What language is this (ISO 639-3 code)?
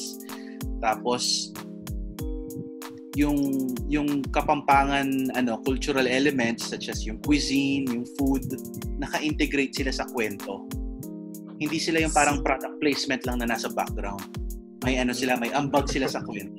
fil